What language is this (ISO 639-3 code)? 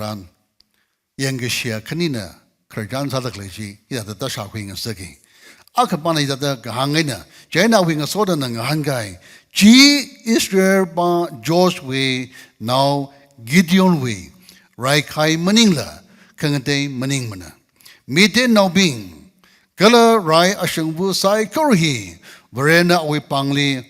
nmf